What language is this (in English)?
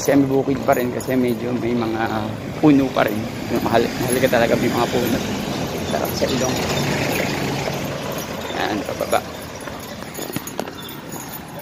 Filipino